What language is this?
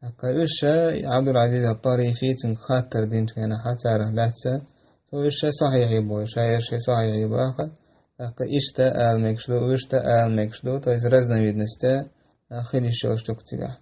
Chechen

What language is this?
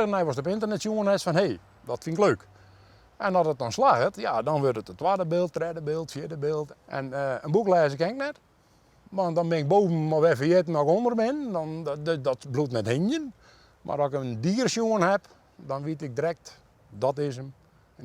Western Frisian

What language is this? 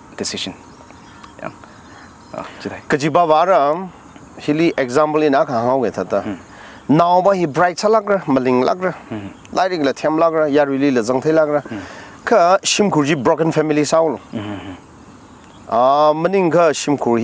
Tangkhul Naga (India)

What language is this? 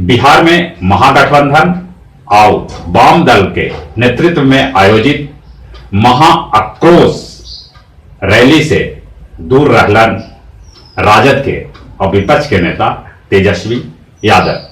Magahi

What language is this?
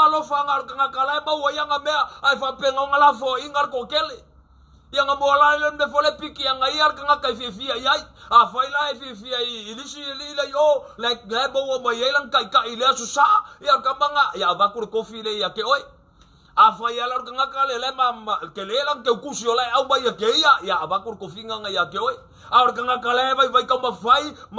Samoan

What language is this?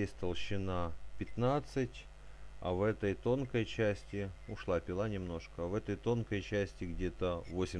Russian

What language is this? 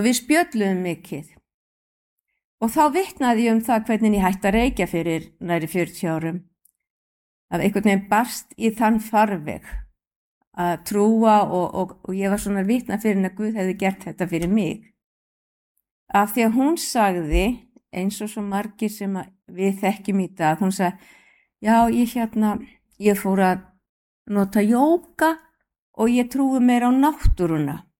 Icelandic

